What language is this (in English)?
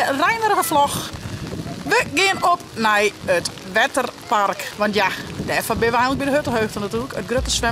Western Frisian